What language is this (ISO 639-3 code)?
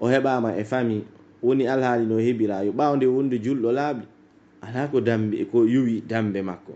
fuf